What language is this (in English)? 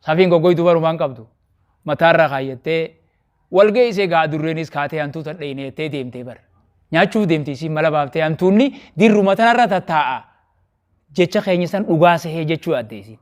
Oromo